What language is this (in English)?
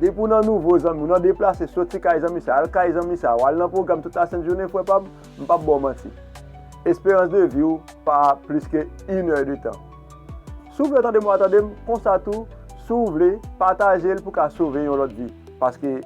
Haitian Creole